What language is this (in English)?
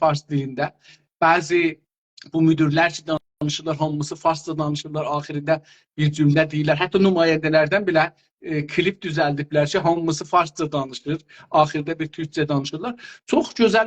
South Azerbaijani